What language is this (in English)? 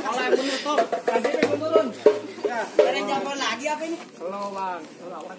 Betawi